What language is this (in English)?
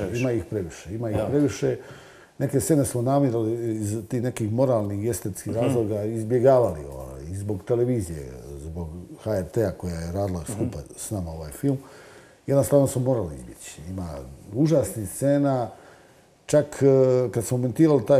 Croatian